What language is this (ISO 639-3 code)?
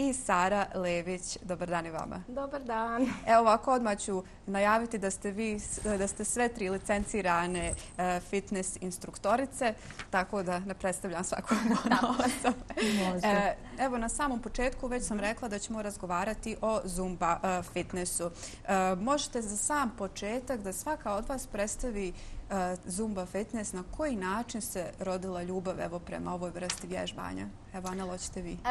bos